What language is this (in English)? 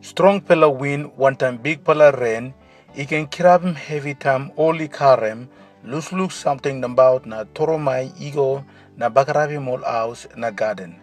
Tok Pisin